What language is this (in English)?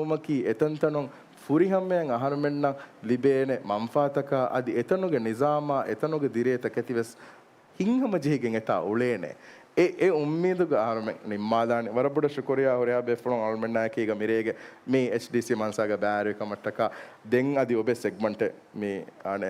Divehi